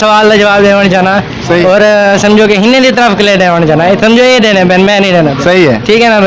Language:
Saraiki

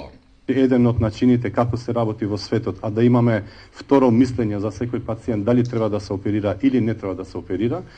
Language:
Macedonian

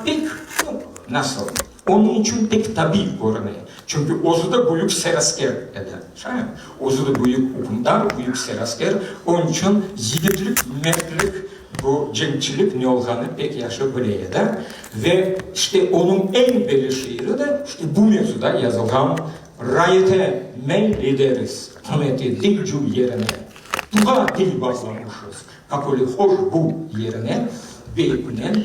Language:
Crimean Tatar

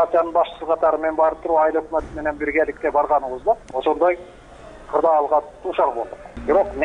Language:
Kyrgyz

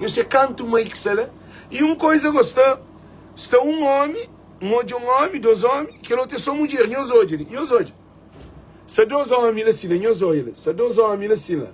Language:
Kabuverdianu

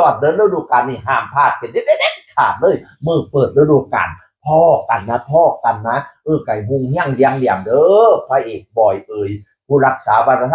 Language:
Northeastern Thai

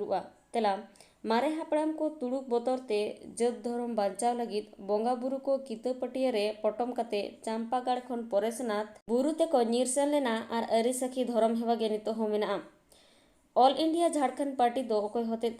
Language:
Santali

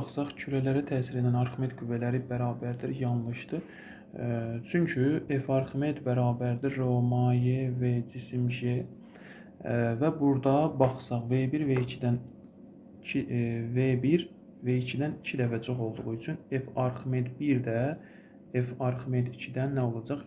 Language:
Azerbaijani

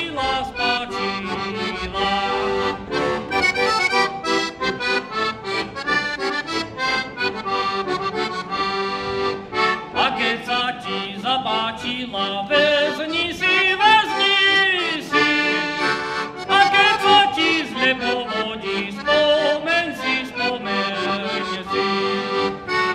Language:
Slovak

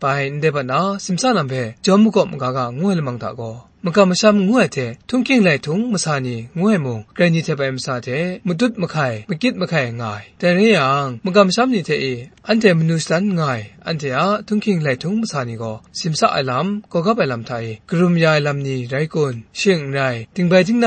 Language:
Kachin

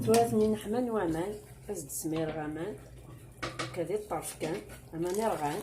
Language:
Kabyle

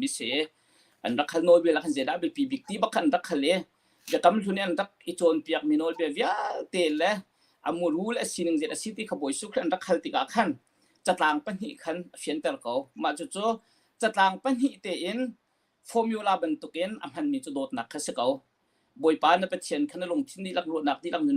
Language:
Hakha Chin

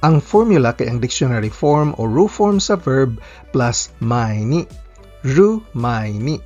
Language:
Cebuano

